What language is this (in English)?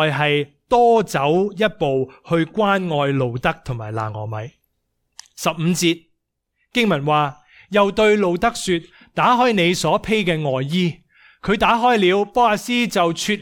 Cantonese